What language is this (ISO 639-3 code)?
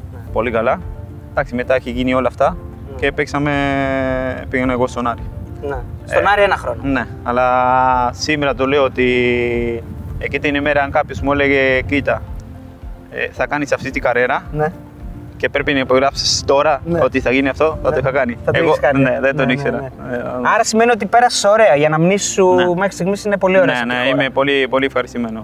ell